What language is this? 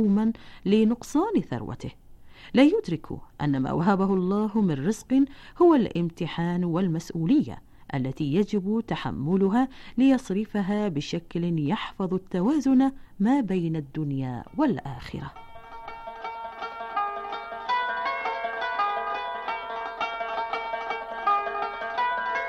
Arabic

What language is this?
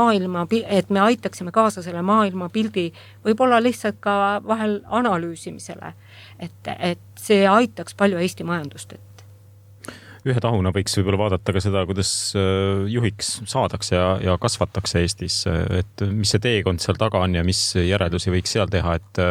Estonian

